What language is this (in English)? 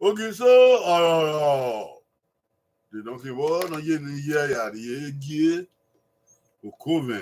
Bini